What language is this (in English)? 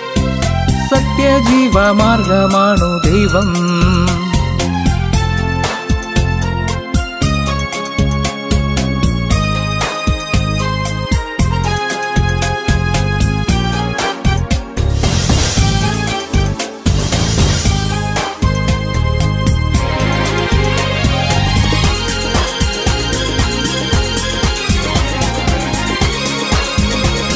Malayalam